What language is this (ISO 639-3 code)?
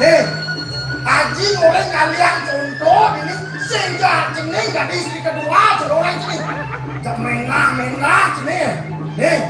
ban